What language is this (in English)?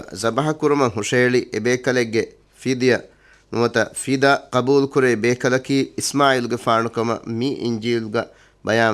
Divehi